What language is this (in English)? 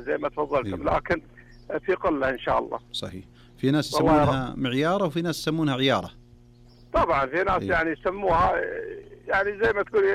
Najdi Arabic